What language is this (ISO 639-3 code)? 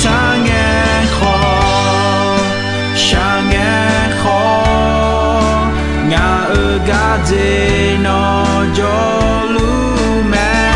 ahk